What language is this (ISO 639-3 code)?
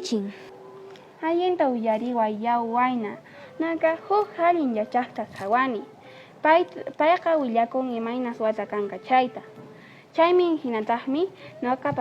que